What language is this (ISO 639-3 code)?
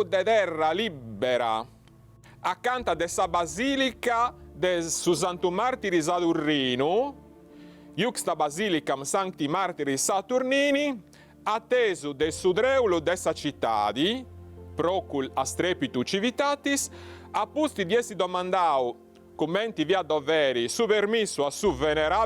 srd